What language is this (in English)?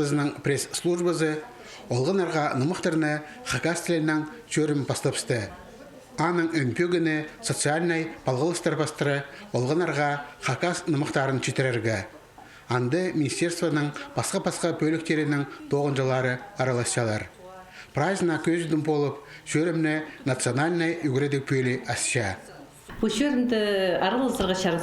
Khakas